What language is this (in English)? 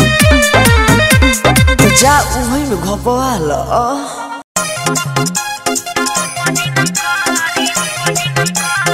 Bhojpuri